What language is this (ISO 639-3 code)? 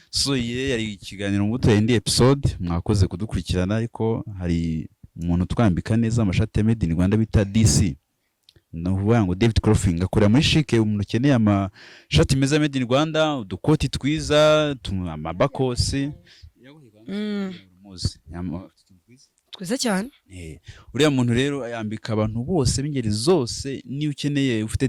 kin